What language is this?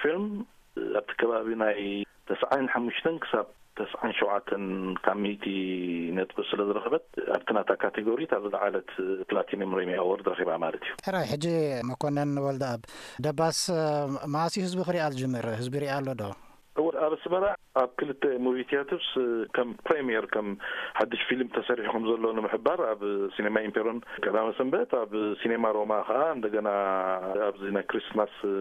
Tigrinya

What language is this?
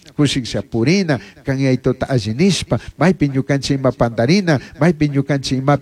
Chimborazo Highland Quichua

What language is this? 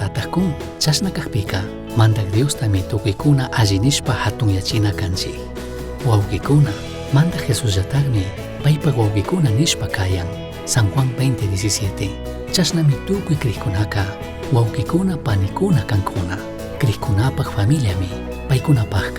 Chimborazo Highland Quichua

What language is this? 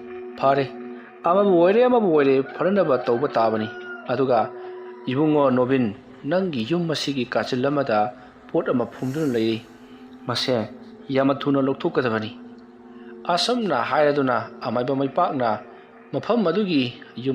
Manipuri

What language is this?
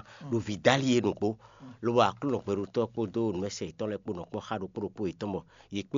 Fon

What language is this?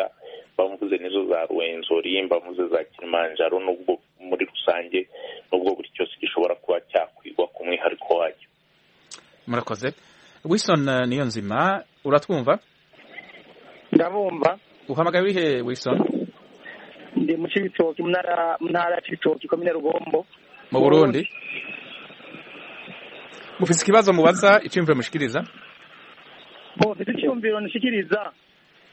Kinyarwanda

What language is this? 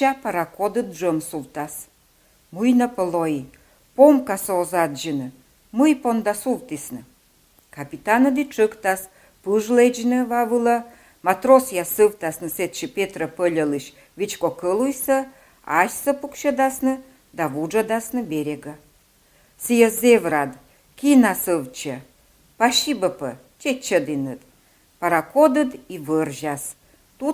Komi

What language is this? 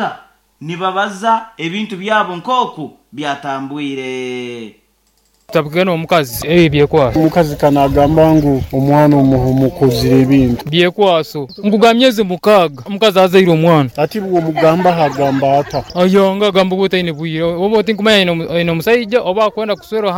Nyoro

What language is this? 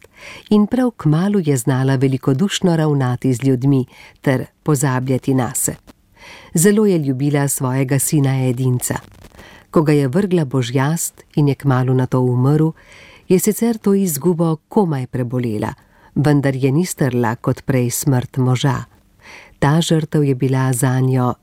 Slovenian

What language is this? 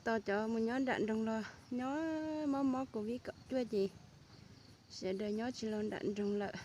Hmong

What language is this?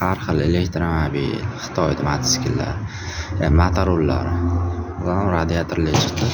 Uzbek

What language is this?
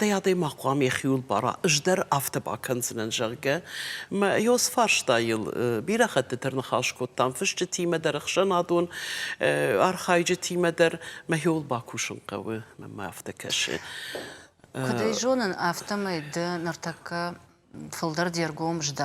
Ossetic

